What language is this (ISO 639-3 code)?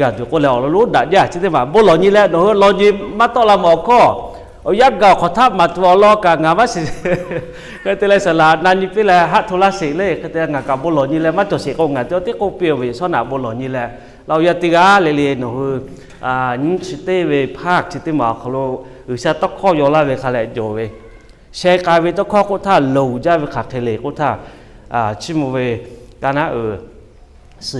lhu